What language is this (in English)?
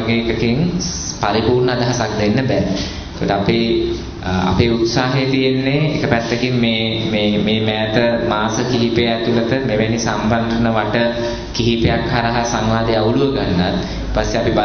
Sinhala